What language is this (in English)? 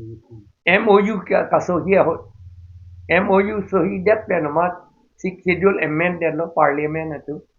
Karbi